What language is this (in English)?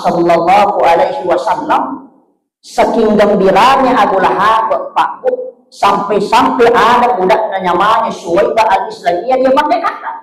Buginese